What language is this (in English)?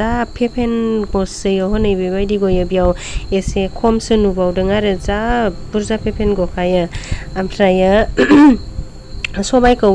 Bodo